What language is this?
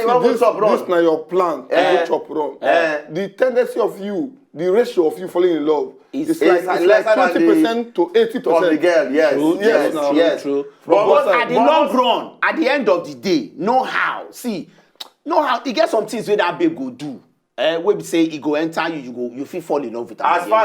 Nigerian Pidgin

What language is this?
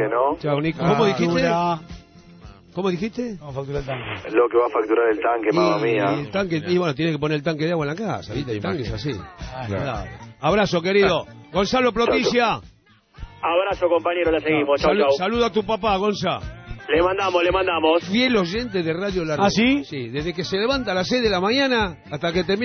Spanish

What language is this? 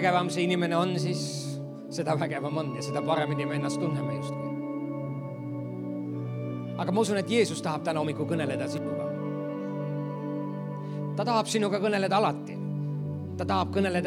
Estonian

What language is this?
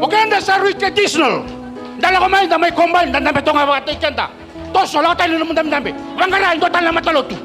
Fijian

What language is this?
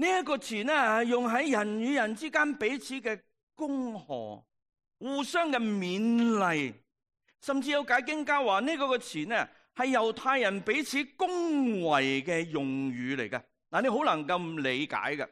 Cantonese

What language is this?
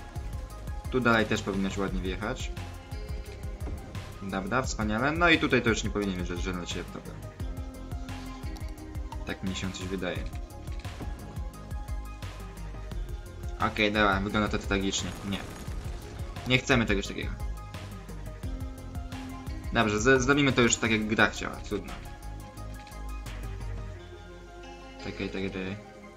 Polish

